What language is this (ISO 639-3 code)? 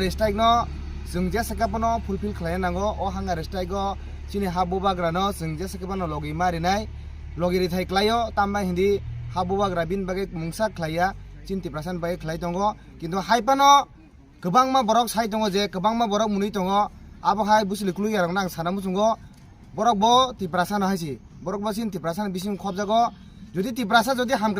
trp